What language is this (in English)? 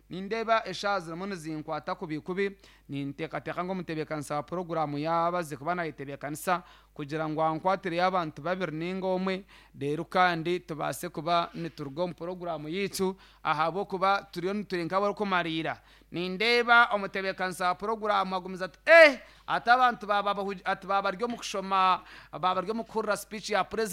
Nyankole